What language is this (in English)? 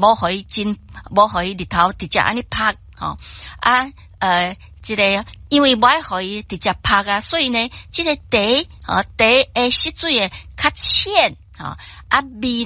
Min Nan Chinese